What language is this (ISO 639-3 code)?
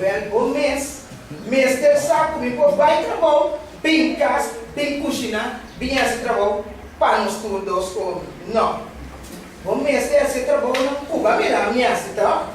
pap